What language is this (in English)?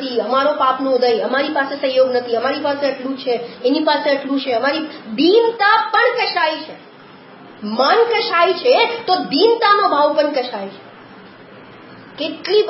Gujarati